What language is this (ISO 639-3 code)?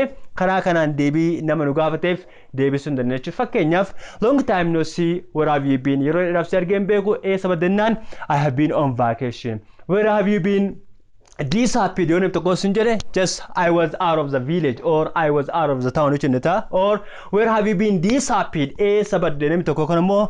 orm